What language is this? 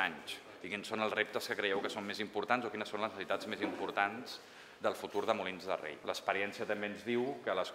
Catalan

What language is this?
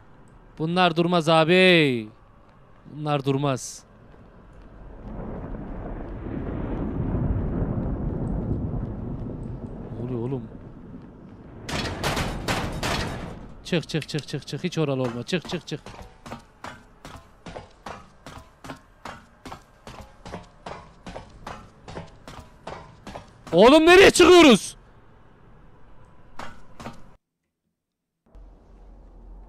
Turkish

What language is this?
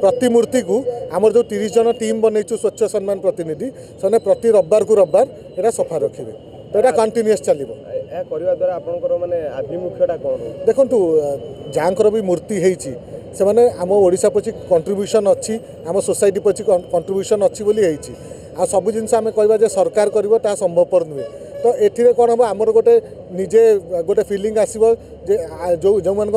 Odia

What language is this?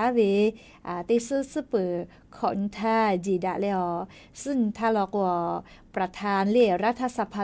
Lahu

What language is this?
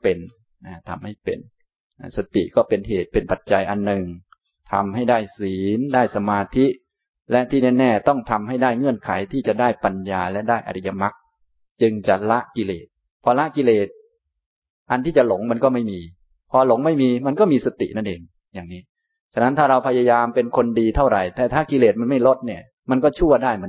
Thai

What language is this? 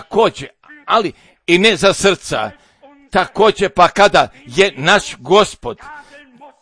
Croatian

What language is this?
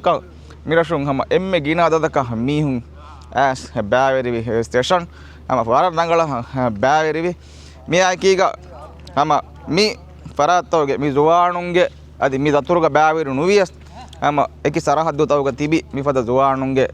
Divehi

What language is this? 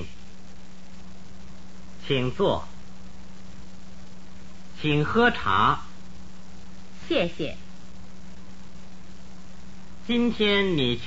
Chinese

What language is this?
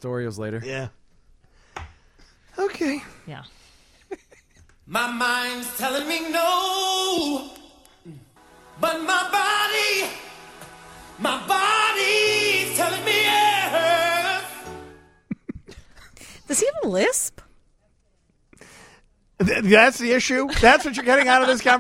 English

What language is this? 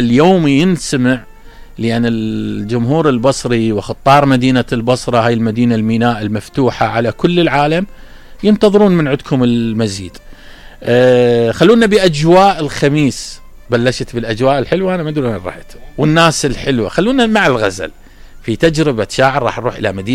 Mesopotamian Arabic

